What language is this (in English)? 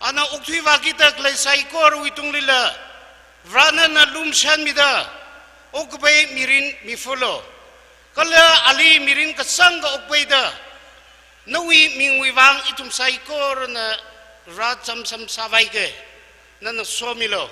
Tangkhul Naga (India)